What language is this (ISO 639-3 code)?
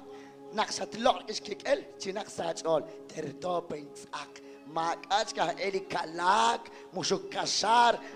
kek